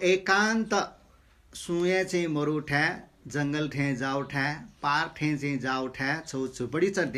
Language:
Newari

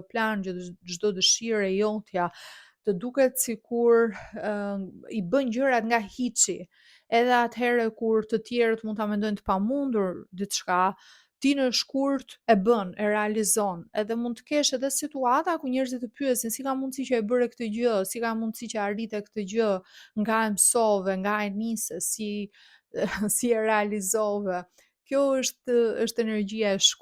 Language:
Albanian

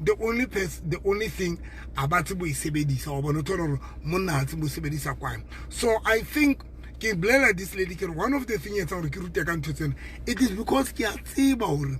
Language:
Southern Sotho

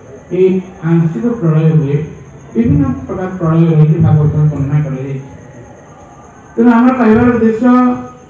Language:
Odia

